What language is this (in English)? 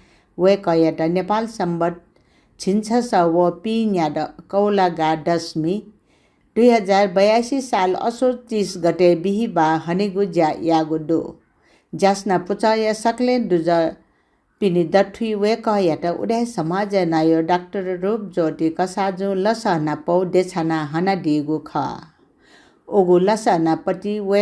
Newari